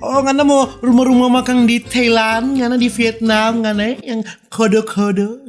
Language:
Manado Malay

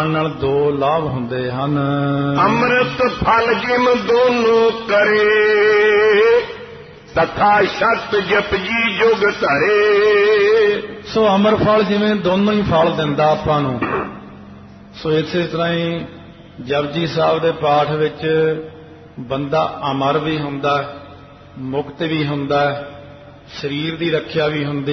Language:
Punjabi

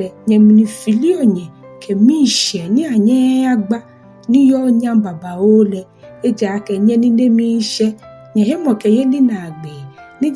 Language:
Ga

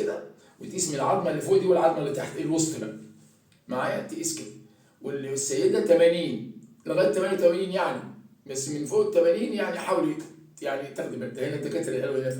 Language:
Egyptian Arabic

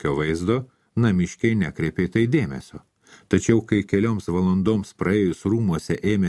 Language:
Lithuanian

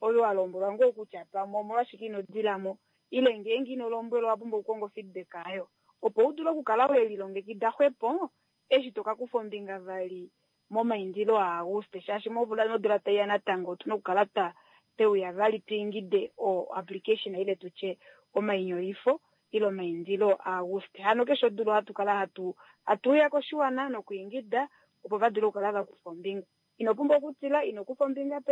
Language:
Kuanyama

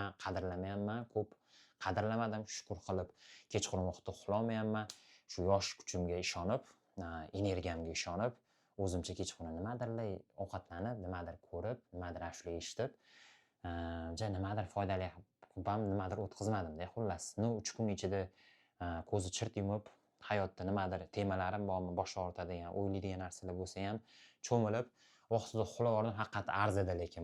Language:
Uzbek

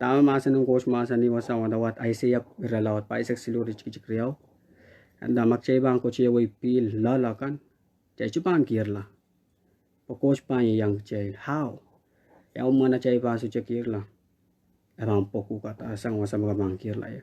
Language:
Pohnpeian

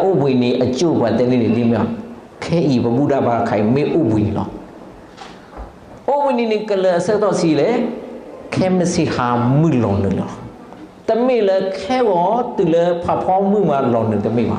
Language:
S'gaw Karen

